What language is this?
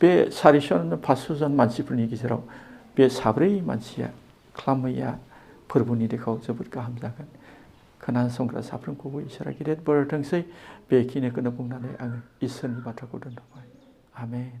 Bodo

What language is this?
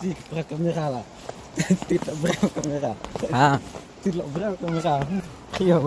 Khasi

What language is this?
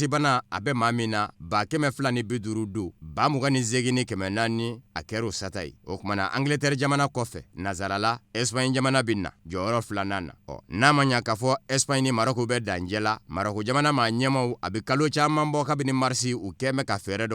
Bambara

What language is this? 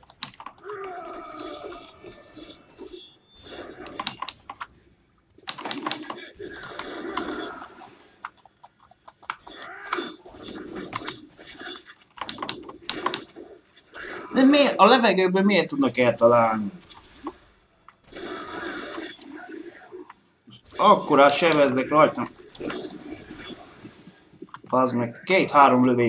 Hungarian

